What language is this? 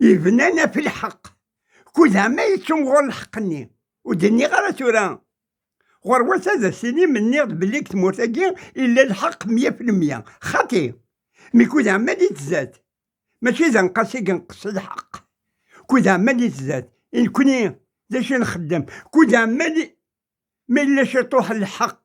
Kabyle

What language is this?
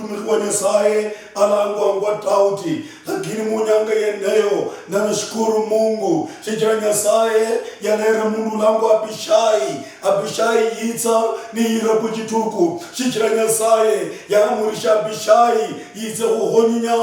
Luyia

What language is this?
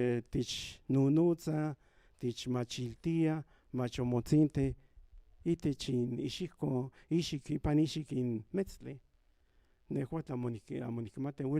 Central Nahuatl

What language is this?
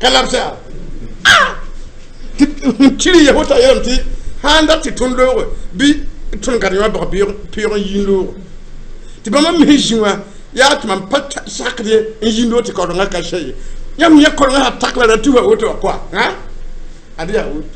Mossi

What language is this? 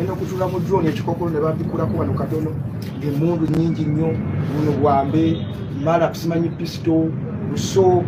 Ganda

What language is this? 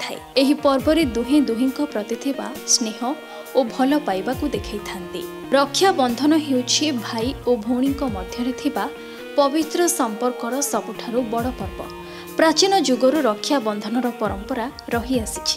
Odia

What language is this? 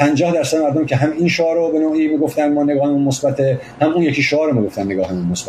Persian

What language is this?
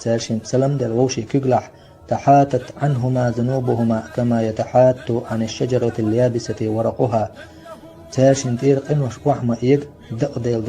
Chechen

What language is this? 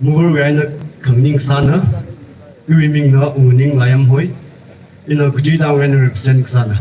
Tangkhul Naga (India)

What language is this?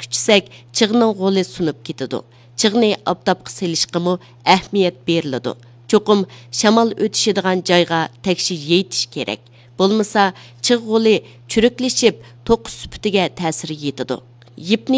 Uyghur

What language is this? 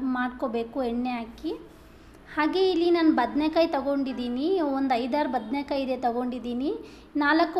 Kannada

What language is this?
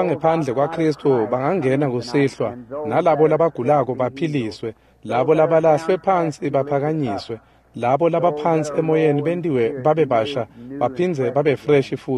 Swati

